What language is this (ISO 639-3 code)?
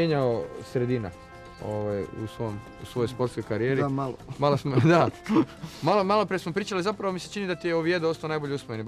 hrv